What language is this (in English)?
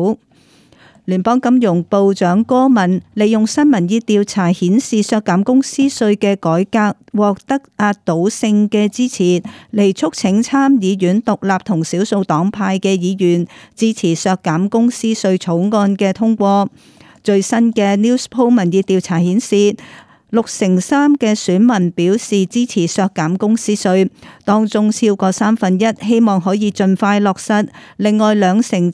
Cantonese